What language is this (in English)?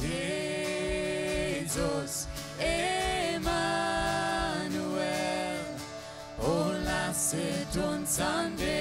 Plautdietsch